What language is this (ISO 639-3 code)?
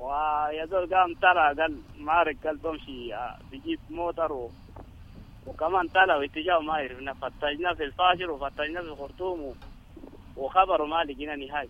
apd